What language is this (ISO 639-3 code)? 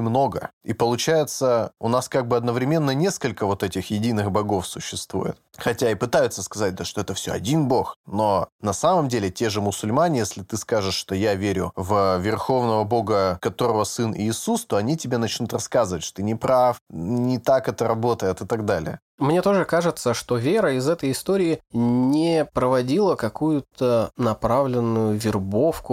rus